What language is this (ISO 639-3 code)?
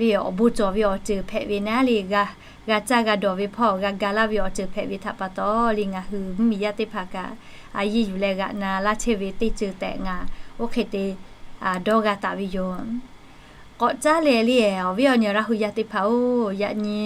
lhu